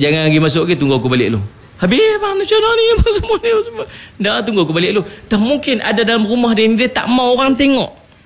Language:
Malay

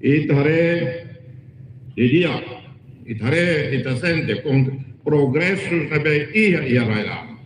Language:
Tetum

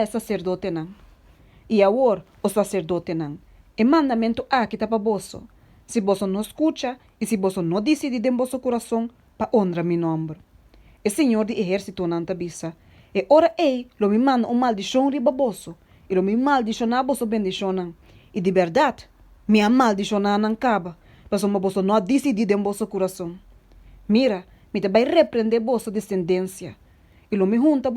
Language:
Papiamento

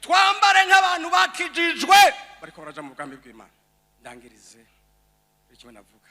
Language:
Rundi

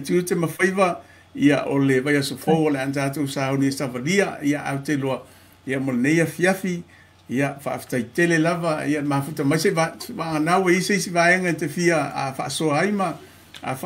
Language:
Samoan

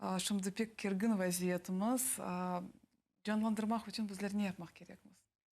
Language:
Crimean Tatar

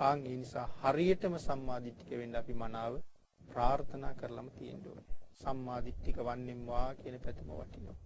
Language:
Sinhala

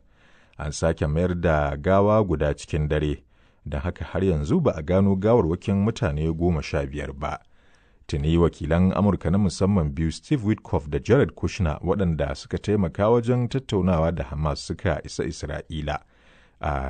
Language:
Hausa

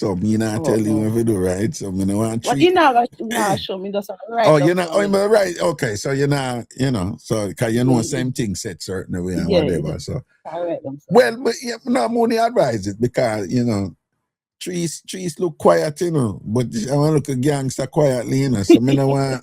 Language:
Jamaican Creole English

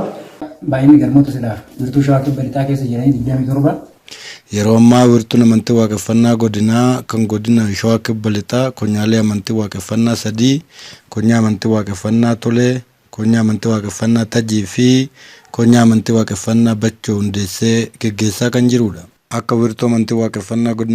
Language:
Oromo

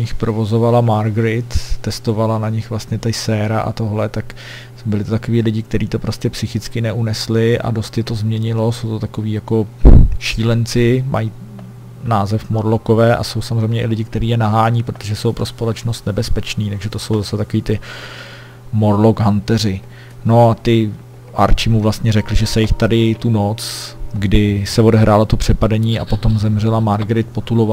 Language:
Czech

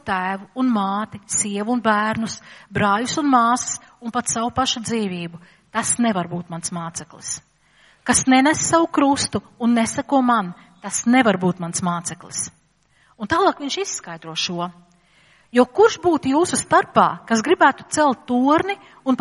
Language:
Latvian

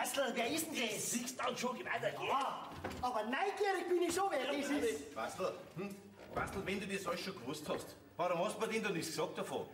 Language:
Bavarian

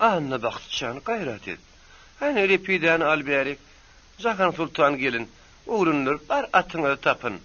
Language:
Turkmen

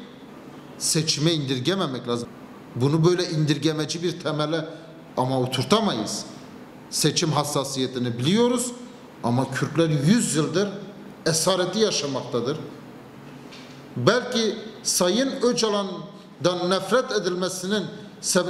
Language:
Turkish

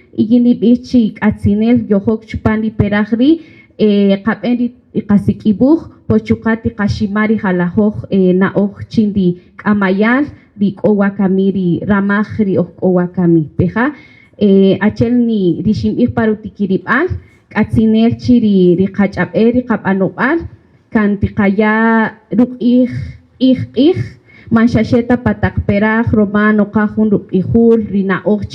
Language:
Kaqchikel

